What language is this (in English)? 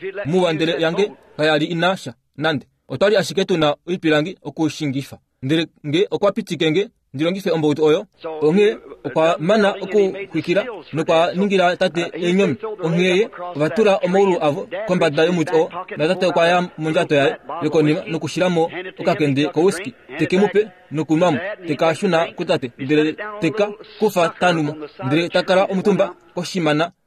Kuanyama